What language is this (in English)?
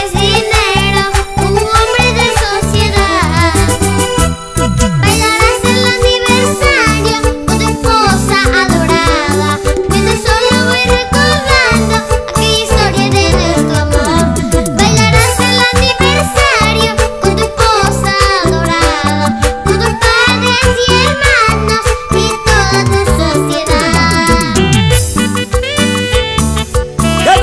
Spanish